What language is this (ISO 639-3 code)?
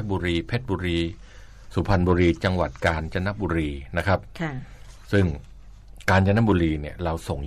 tha